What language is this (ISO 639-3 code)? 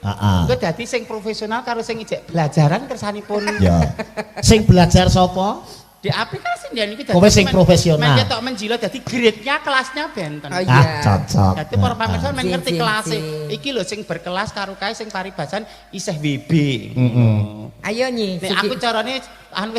jav